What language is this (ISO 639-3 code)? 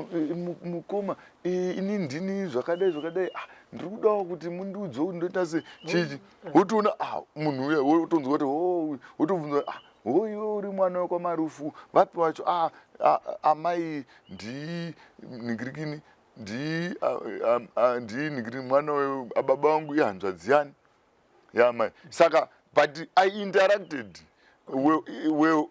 sna